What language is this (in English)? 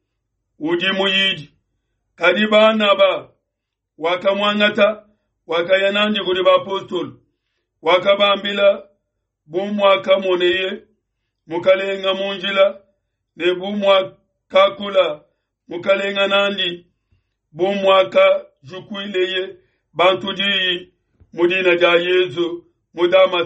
Luba-Lulua